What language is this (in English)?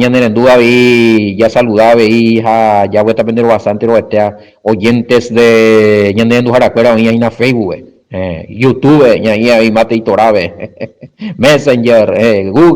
Guarani